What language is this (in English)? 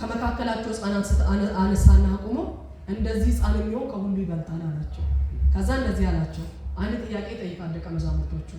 Amharic